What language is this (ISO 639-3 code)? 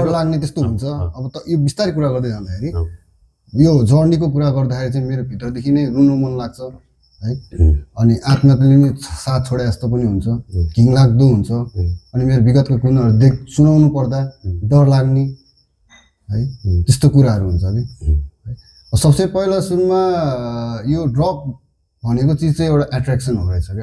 nep